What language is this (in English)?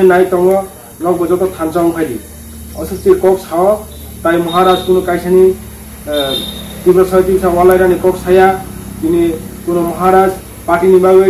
Kok Borok